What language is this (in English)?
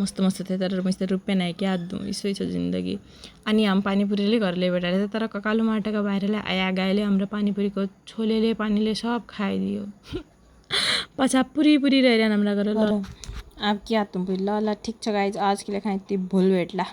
Nepali